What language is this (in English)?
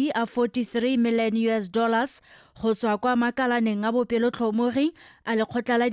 Tswana